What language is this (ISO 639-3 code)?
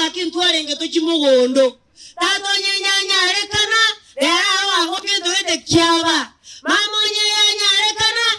guz